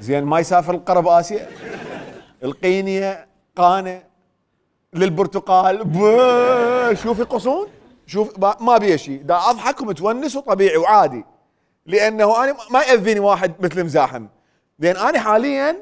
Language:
Mesopotamian Arabic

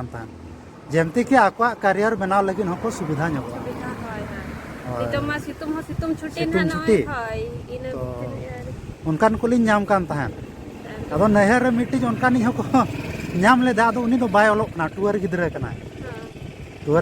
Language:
Santali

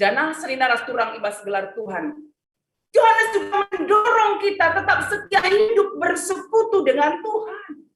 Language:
Batak Karo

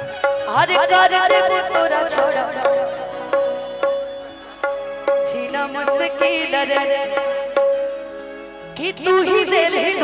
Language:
Bhojpuri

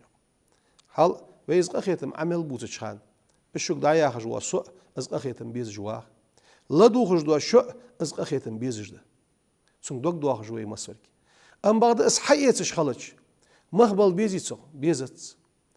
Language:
Ingush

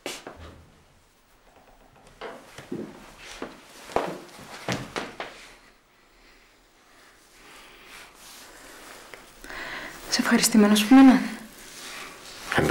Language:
Greek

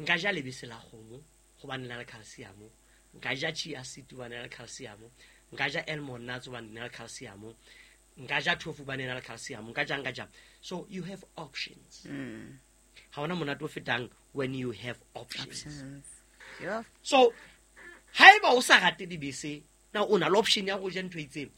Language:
Southern Sotho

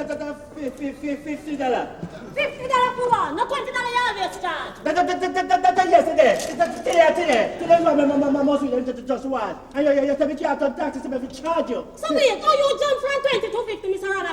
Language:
Jamaican Creole English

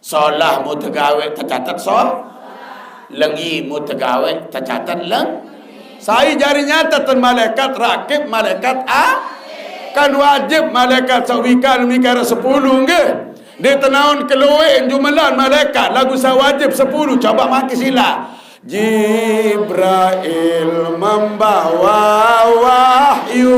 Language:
Sasak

